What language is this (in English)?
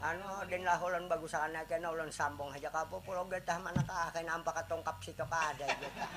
Banjar